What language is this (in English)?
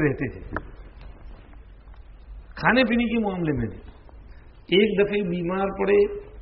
Urdu